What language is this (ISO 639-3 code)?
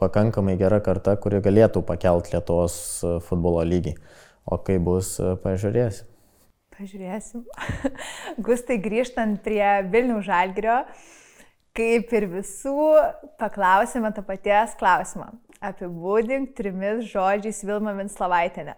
lit